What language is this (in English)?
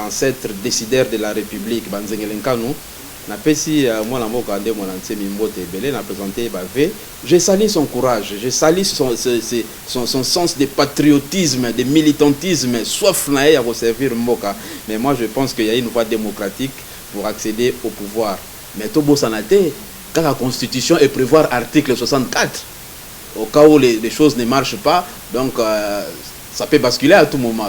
Lingala